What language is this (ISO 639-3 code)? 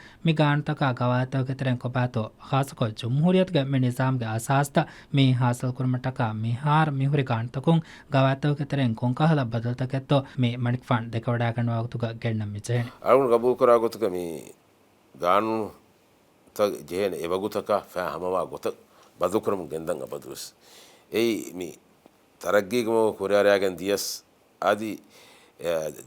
div